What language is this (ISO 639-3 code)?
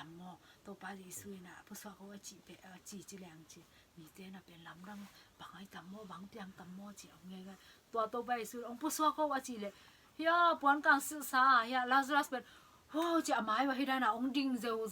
ctd